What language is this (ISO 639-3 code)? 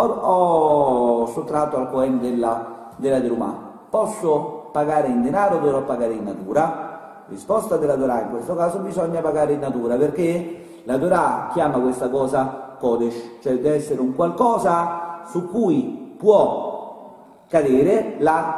ita